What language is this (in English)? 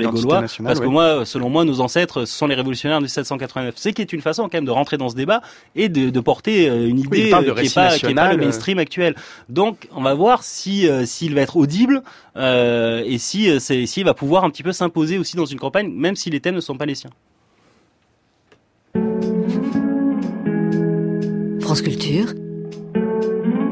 French